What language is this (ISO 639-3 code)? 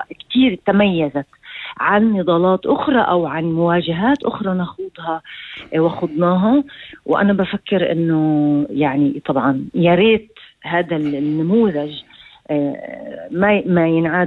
apc